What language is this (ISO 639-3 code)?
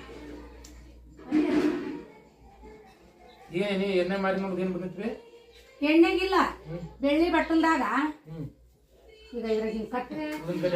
kan